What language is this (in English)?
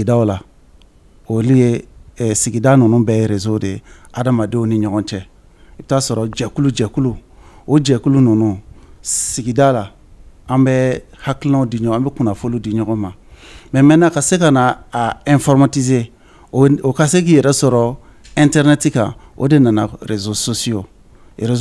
Bambara